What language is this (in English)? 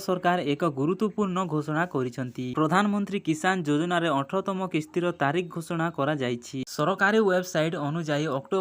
Odia